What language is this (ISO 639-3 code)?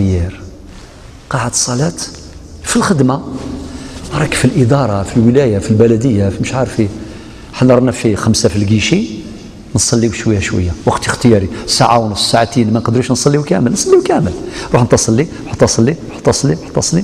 arq